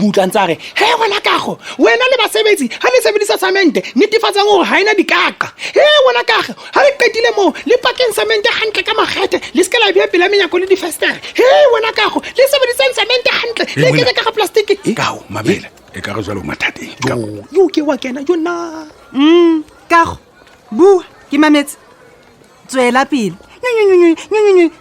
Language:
Southern Sotho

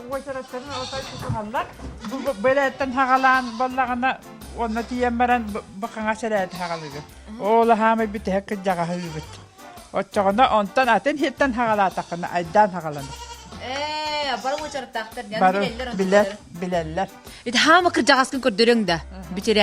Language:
Yakut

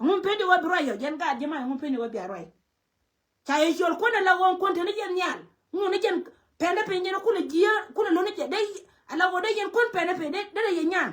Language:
Nuer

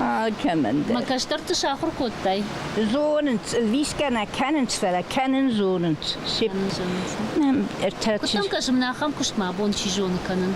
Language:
Ossetic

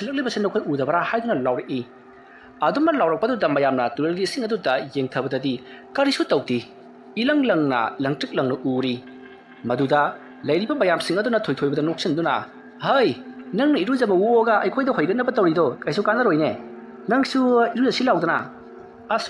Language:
Manipuri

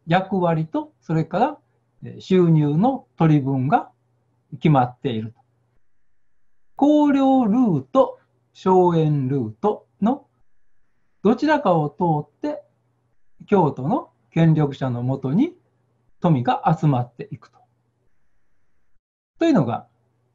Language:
Japanese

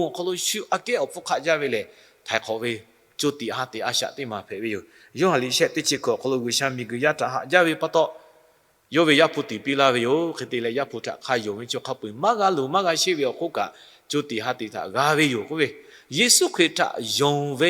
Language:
Lahu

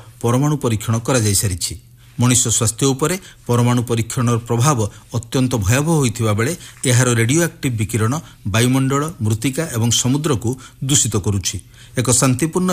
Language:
Odia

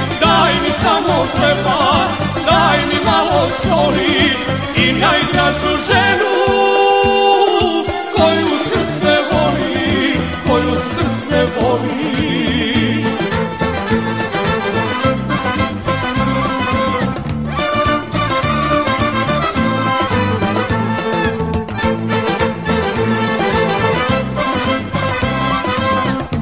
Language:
Serbian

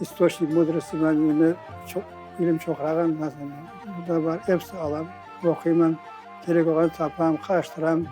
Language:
Crimean Tatar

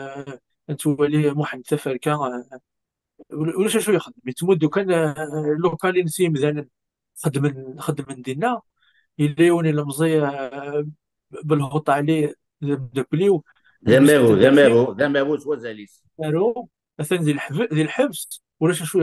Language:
Kabyle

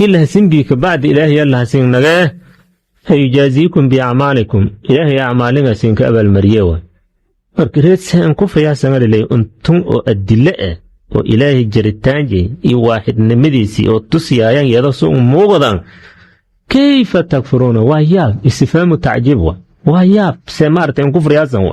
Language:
Somali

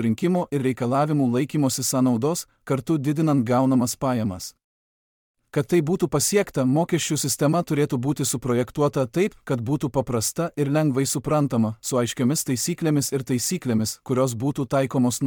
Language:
Lithuanian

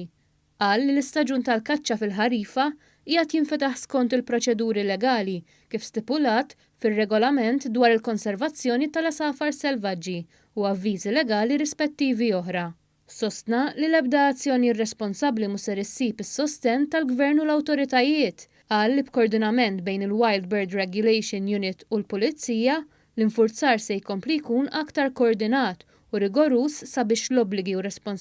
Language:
Maltese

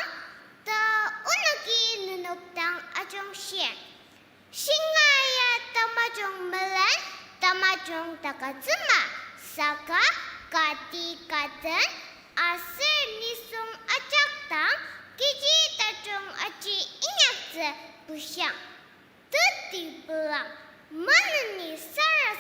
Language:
Ao Naga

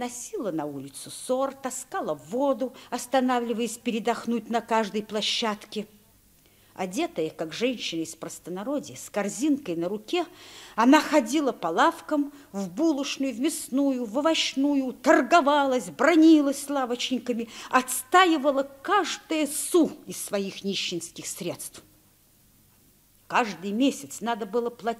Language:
Russian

